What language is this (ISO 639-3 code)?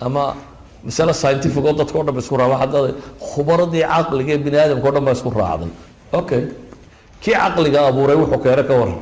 som